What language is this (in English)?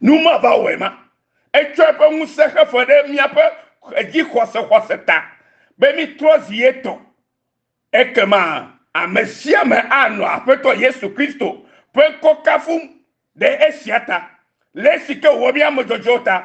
Ewe